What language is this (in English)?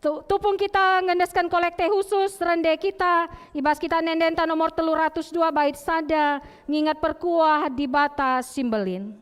Batak Karo